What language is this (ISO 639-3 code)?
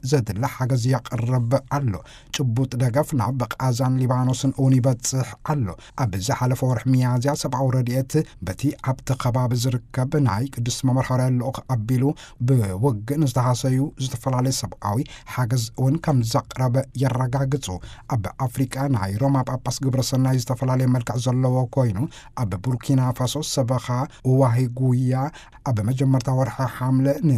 tir